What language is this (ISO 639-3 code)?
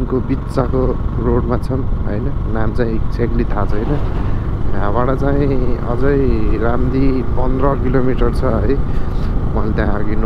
nep